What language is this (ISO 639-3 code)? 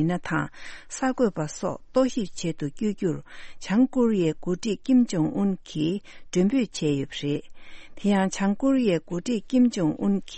bod